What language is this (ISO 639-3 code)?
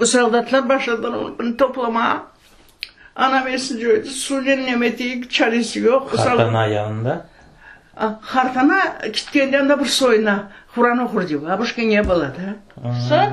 crh